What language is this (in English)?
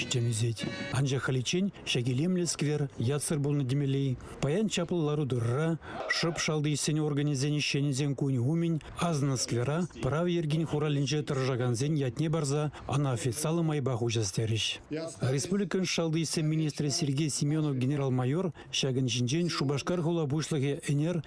Chuvash